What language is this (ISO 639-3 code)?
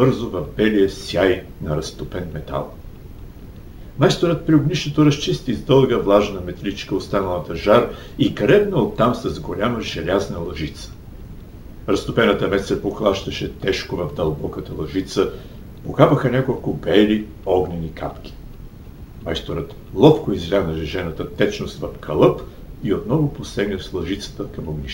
bul